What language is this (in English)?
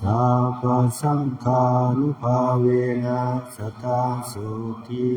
Northeastern Thai